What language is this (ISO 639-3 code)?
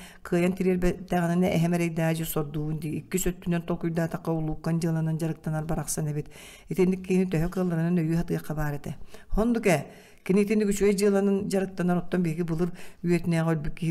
sah